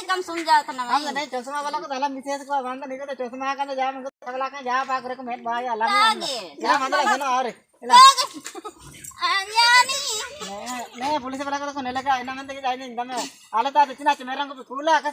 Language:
Ho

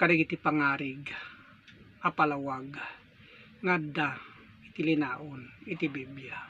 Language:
Iloko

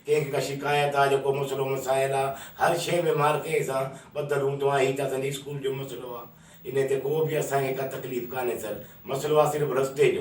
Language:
Sindhi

